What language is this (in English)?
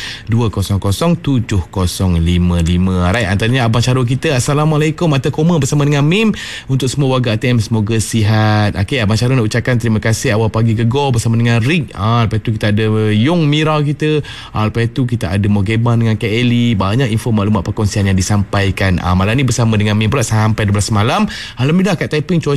Malay